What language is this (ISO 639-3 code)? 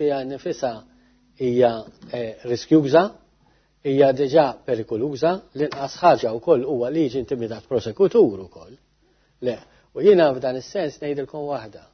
mlt